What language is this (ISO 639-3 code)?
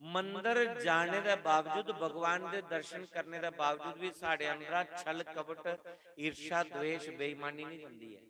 doi